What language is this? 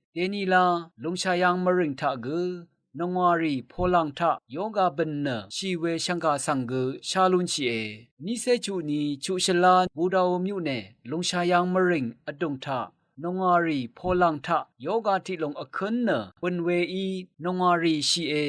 Rawang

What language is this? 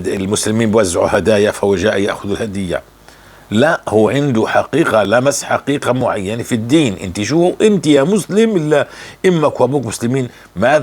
North Levantine Arabic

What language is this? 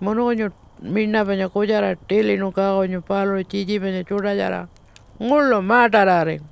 Pitjantjatjara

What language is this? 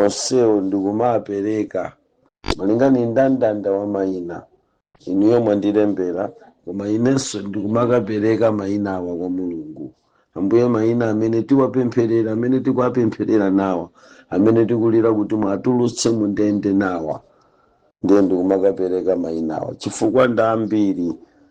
Nyanja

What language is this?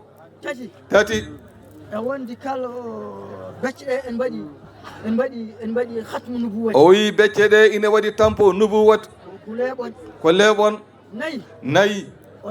Fula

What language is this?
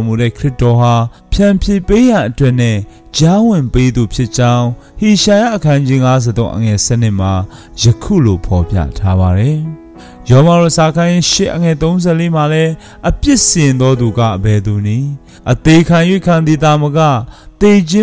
Burmese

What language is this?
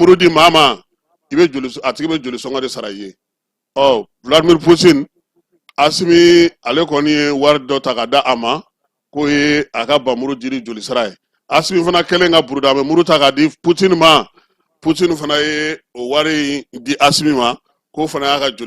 Bambara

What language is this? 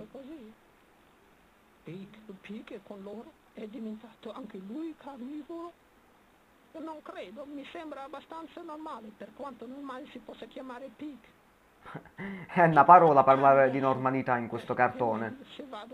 Italian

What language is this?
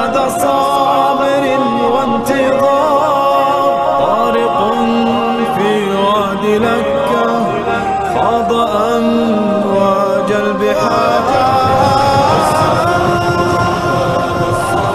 Arabic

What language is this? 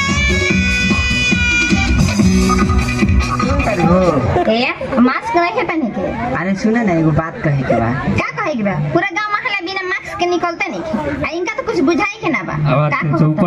Bhojpuri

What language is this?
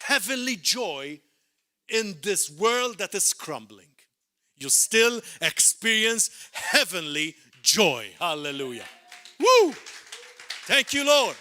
English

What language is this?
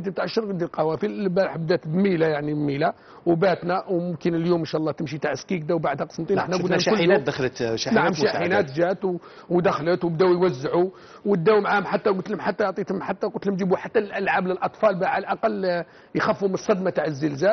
Algerian Arabic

